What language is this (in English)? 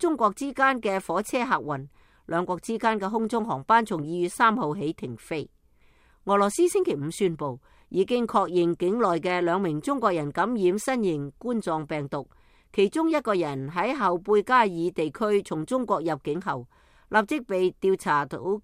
Cantonese